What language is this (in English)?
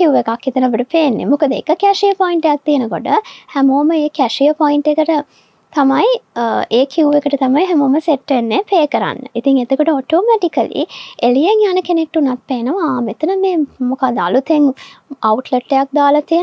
Sinhala